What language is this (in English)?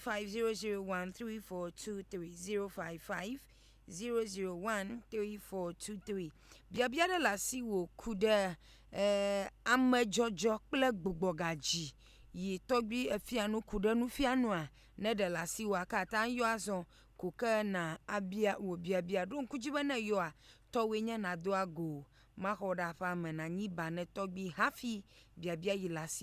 Ewe